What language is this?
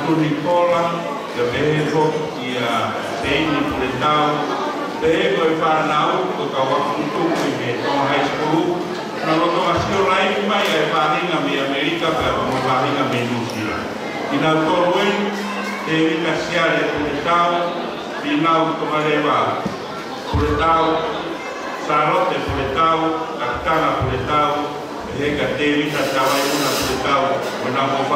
Tongan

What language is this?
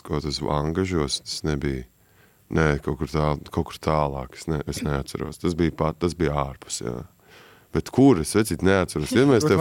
Latvian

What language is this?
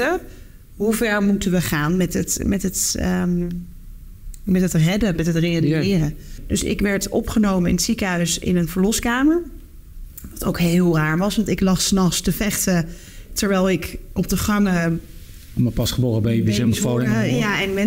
Dutch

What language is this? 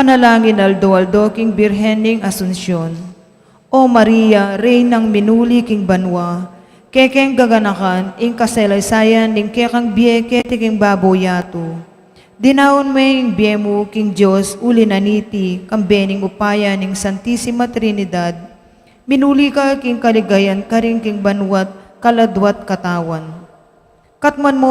Pampanga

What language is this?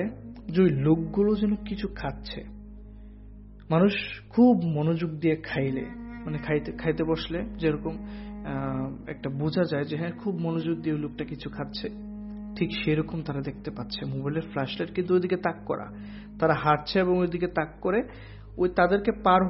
Bangla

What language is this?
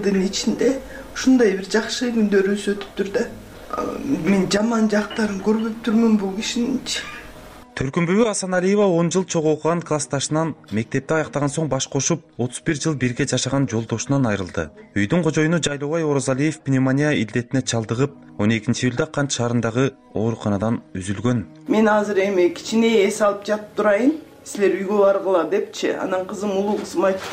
Kyrgyz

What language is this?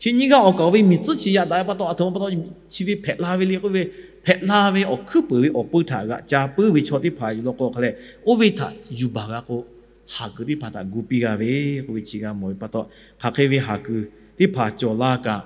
Lahu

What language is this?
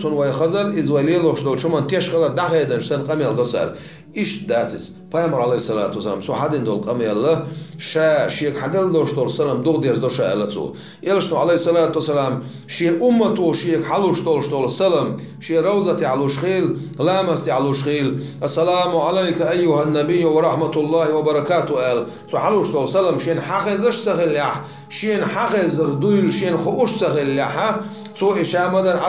Chechen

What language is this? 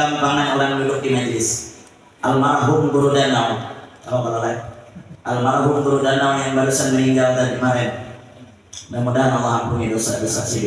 Banjar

